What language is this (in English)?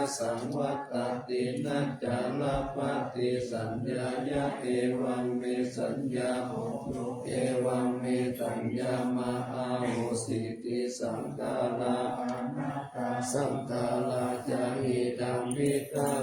Pali